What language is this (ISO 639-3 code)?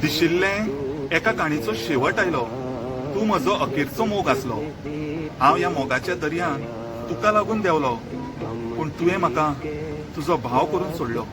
kok